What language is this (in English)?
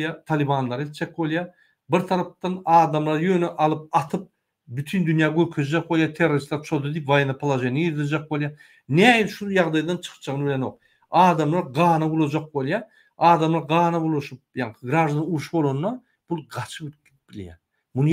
Turkmen